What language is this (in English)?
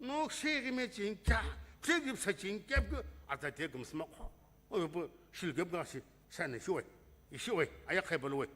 Sumi Naga